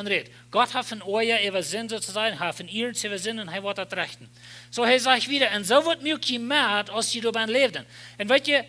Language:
Plautdietsch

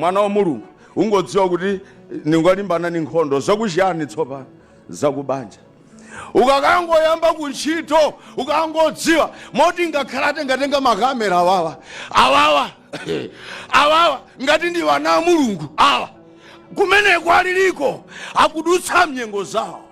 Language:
Nyanja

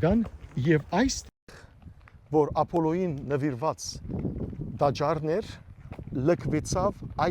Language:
Western Armenian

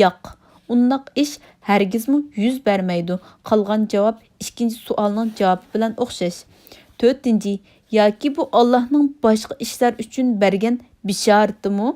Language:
Uyghur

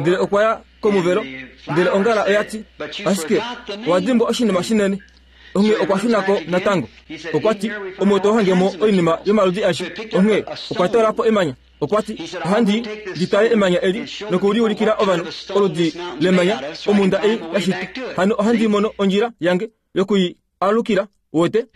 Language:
Kuanyama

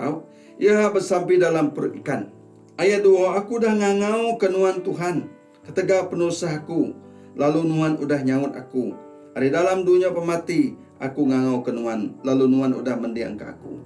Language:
Iban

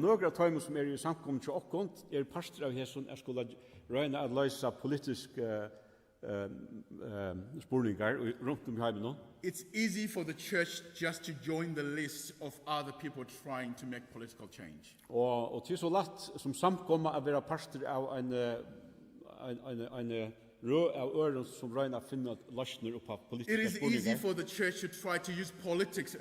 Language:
Faroese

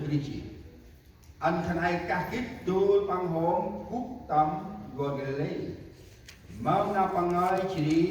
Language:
Central Mnong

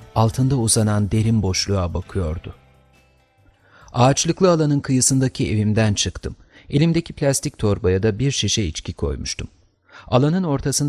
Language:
Turkish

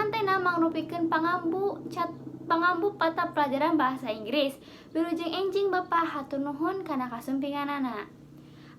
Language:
Sundanese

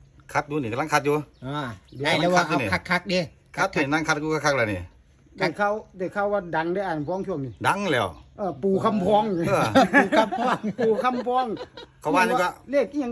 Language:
Northeastern Thai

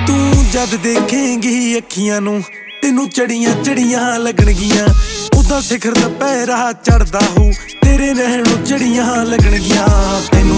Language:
Punjabi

